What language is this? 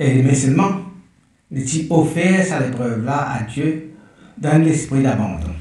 Morisyen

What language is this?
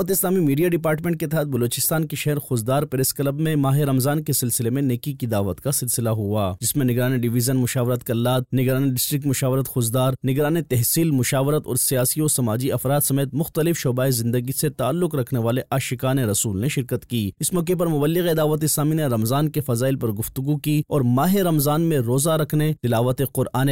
Urdu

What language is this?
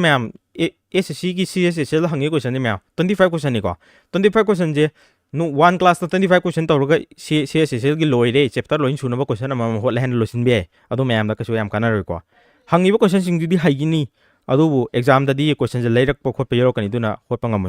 Manipuri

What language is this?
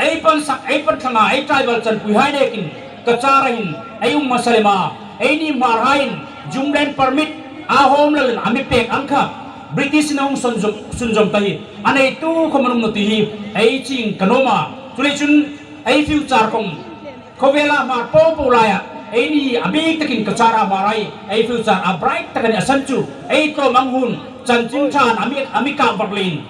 Hmar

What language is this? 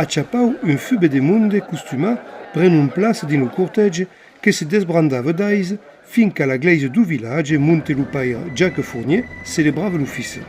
Occitan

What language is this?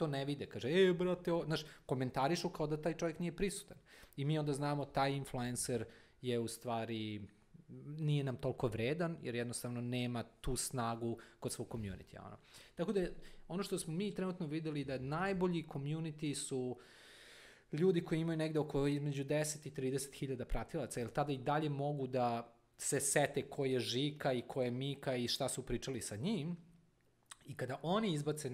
Serbian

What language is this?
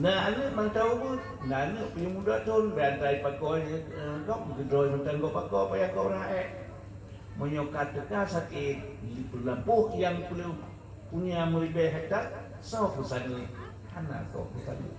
Achinese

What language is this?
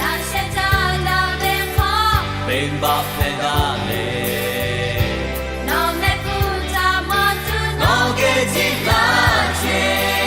Lahu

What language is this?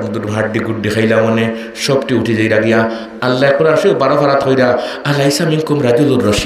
Sylheti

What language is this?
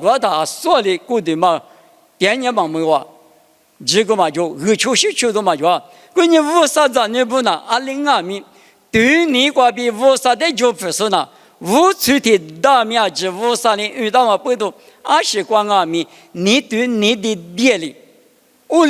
Lisu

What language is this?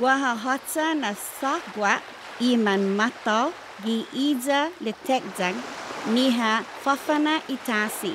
Chamorro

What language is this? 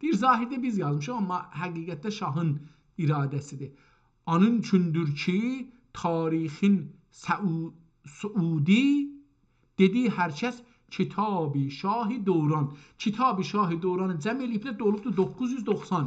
South Azerbaijani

